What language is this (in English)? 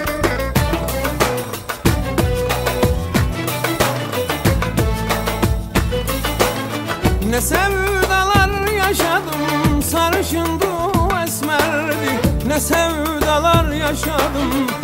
Turkish